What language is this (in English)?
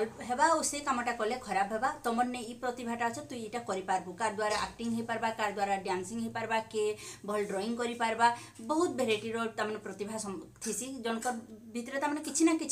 Sambalpuri